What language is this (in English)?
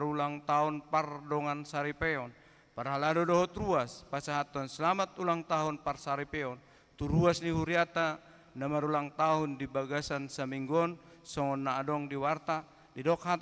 Batak Toba